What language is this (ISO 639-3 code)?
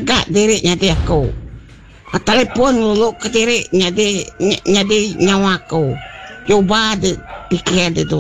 iba